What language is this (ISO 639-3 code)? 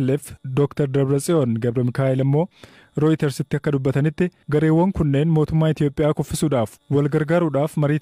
orm